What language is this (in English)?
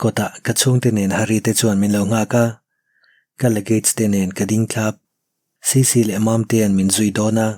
Mizo